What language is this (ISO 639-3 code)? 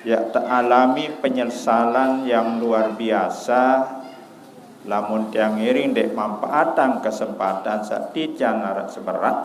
sas